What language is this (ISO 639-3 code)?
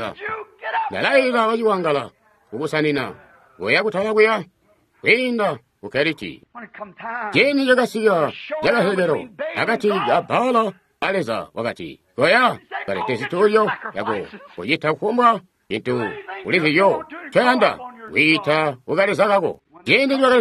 toi